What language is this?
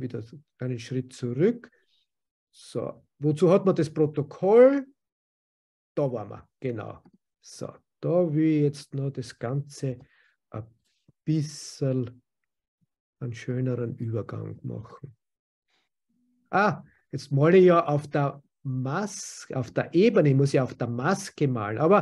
German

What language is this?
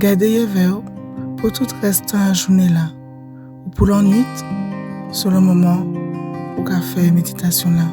Guadeloupean Creole French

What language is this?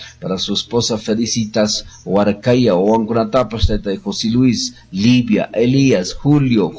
Quechua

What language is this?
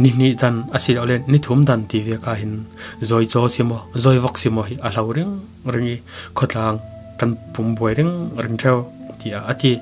Falam Chin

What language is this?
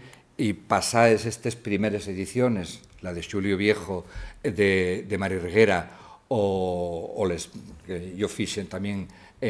Asturian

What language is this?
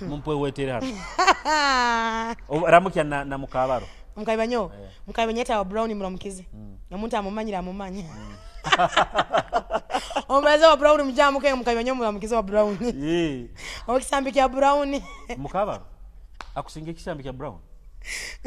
Nyoro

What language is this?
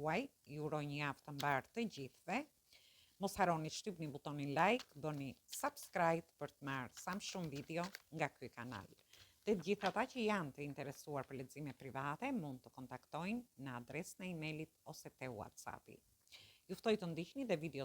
Albanian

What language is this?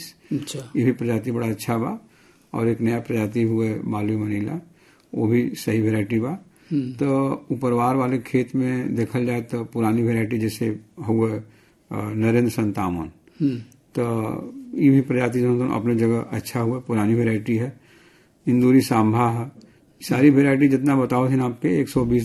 Bhojpuri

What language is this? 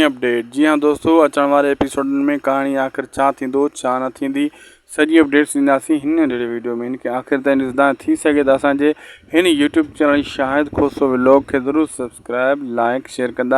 Sindhi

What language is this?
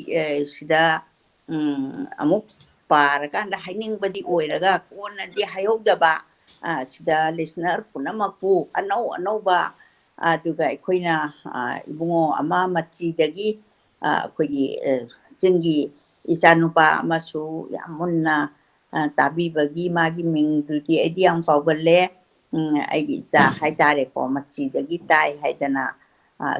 Manipuri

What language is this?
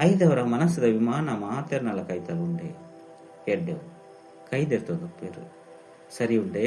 Tulu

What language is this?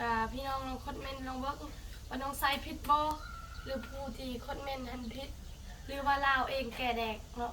Lao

